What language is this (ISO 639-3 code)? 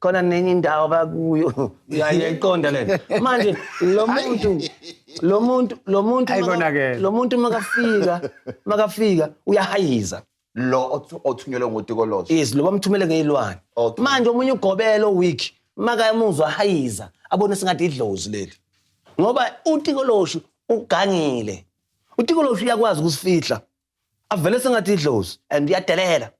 zul